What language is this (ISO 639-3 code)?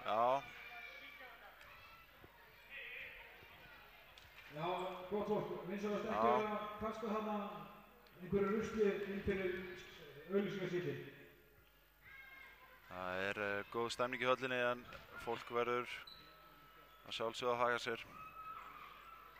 isl